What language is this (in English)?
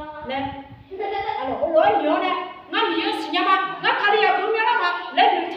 Akha